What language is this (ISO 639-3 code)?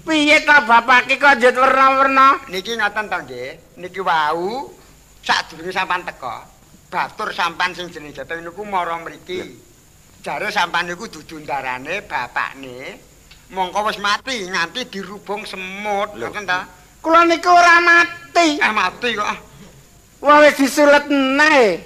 jav